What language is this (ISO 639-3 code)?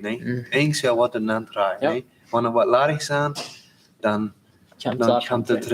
pdt